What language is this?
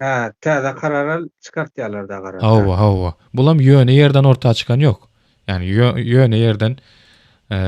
Turkmen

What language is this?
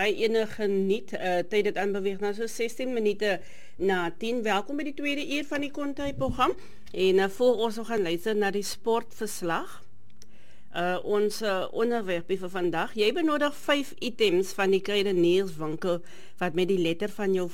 Afrikaans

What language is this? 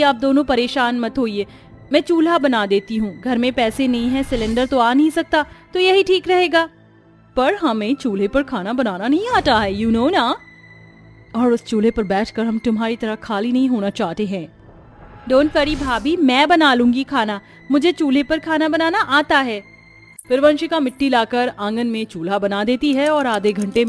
Hindi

